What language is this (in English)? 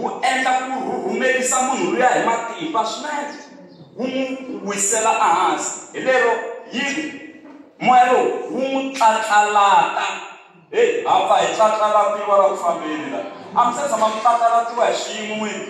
Tsonga